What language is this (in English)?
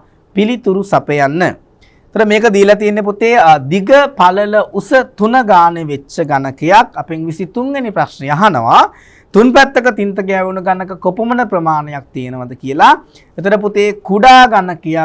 Sinhala